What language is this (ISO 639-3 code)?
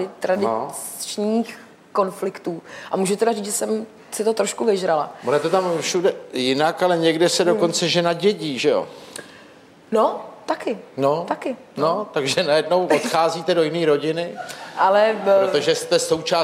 ces